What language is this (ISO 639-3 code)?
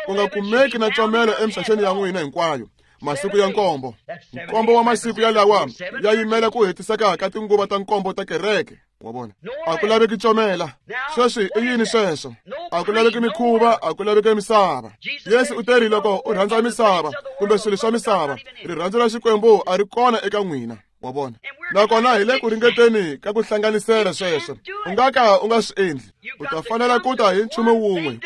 tso